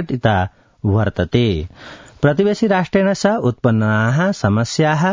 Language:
Sanskrit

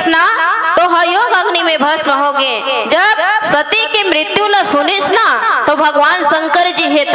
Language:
Chhattisgarhi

